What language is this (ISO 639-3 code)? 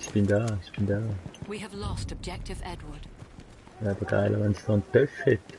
gsw